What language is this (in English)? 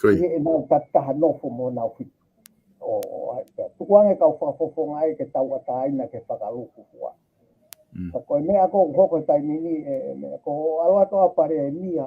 Tongan